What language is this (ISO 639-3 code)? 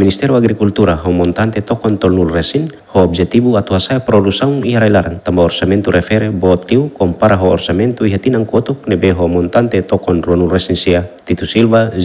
tet